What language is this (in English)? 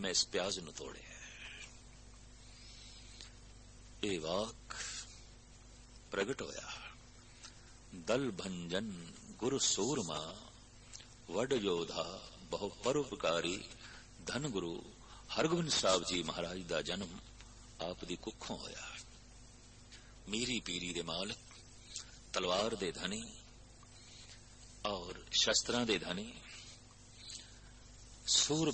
Punjabi